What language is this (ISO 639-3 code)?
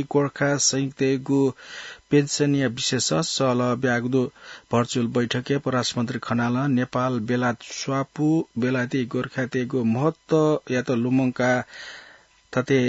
new